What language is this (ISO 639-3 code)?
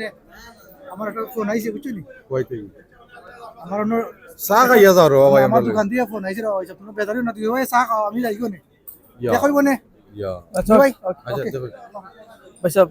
syl